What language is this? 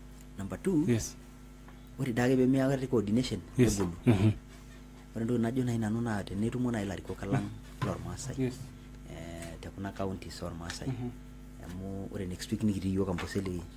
Masai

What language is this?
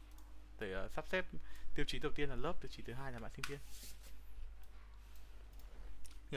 Vietnamese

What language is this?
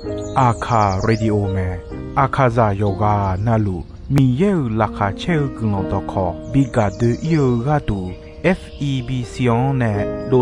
Akha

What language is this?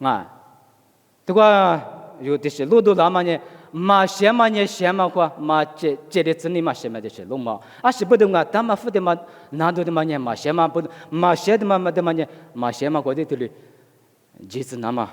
Lisu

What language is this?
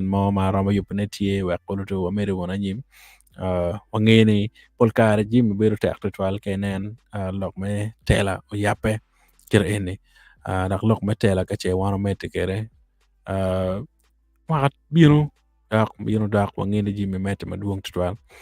Acoli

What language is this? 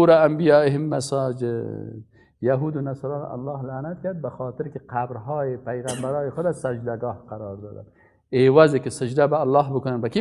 Persian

